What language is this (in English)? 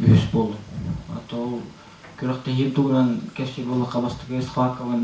Yakut